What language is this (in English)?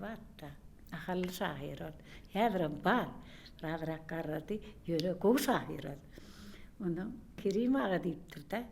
Turkmen